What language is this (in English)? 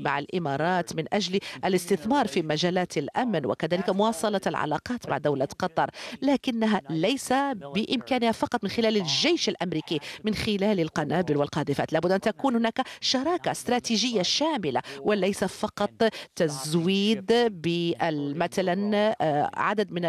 Arabic